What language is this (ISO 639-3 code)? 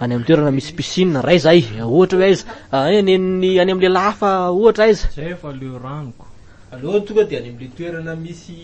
mlg